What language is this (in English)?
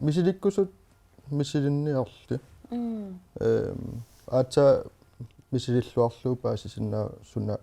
Kalaallisut